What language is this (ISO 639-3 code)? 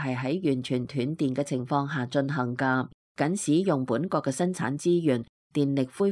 yue